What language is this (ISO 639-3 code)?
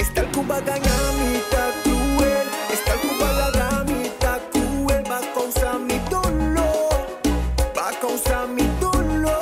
pap